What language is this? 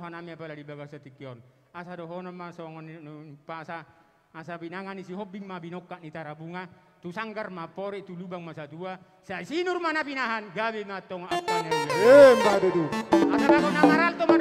Batak Toba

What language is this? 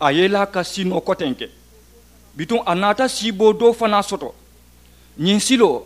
Mandingo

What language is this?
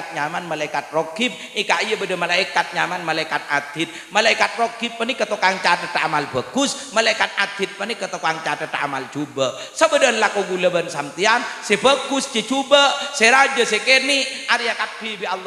Madurese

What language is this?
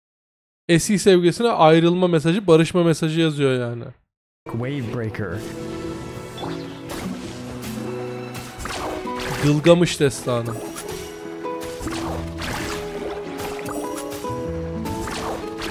Turkish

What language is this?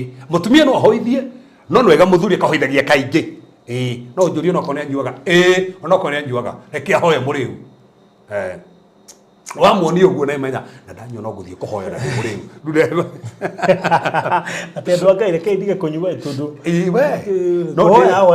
Kikuyu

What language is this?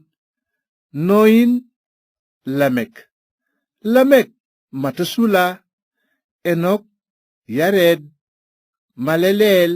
Wolof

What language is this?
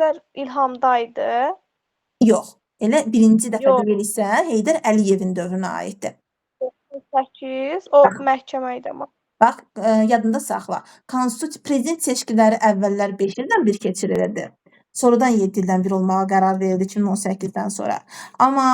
Azerbaijani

